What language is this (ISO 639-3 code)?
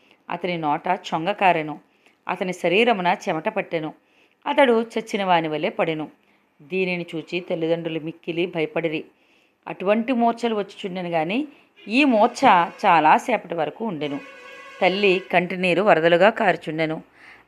tel